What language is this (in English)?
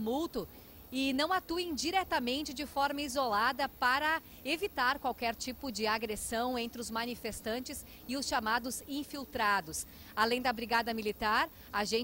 Portuguese